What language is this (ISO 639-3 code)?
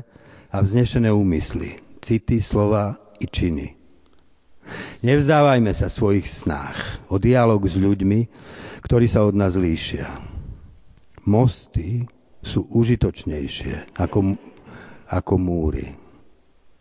slk